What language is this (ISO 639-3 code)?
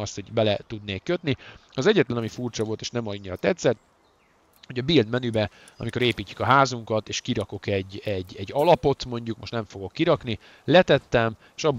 hun